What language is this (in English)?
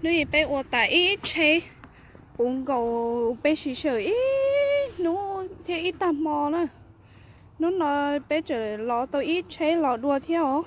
Hmong